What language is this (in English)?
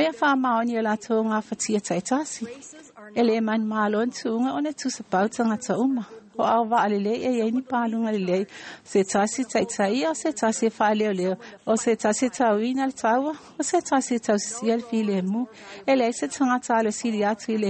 Samoan